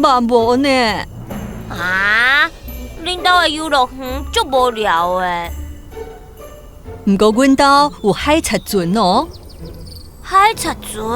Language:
Min Nan Chinese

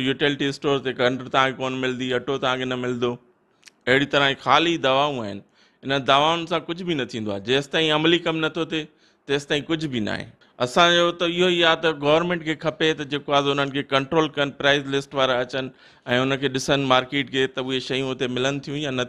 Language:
Sindhi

